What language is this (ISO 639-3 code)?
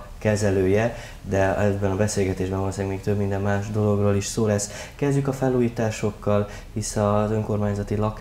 hun